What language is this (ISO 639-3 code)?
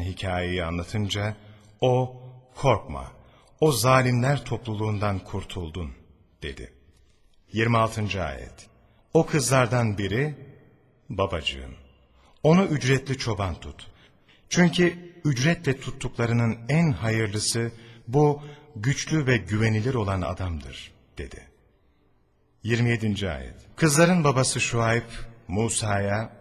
tur